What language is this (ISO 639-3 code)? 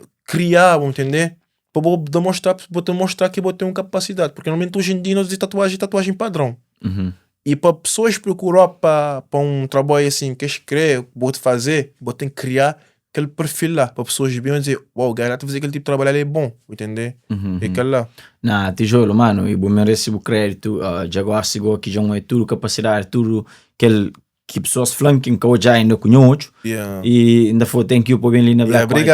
kea